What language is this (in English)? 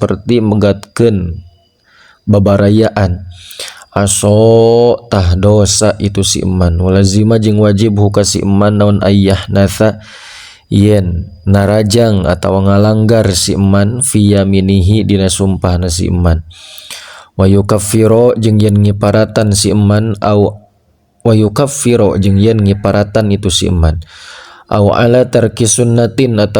Sundanese